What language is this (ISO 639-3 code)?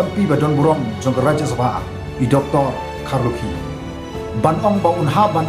kha